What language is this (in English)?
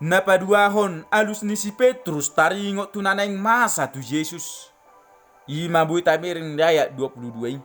Batak Toba